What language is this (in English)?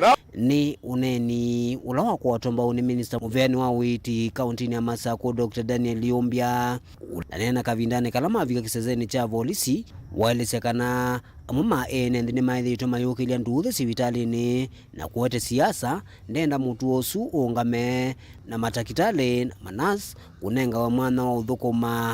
Kamba